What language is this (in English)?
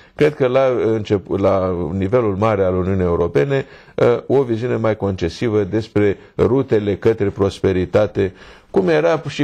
Romanian